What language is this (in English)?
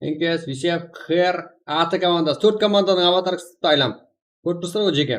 Kara-Kalpak